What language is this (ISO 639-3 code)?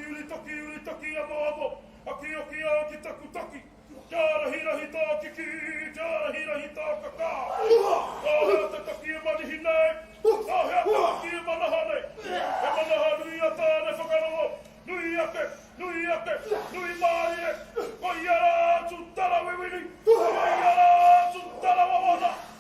mri